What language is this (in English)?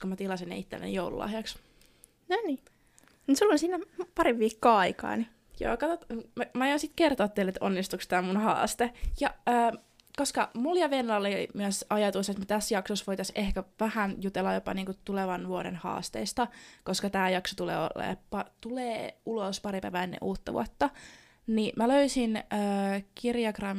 Finnish